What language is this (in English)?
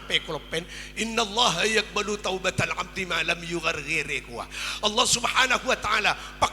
Madurese